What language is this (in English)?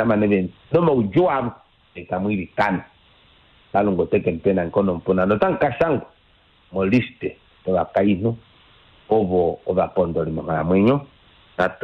Kuanyama